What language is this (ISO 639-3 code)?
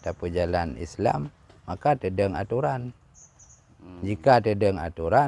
ace